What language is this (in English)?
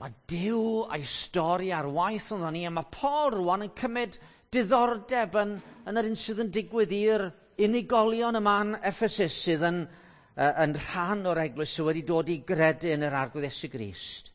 Welsh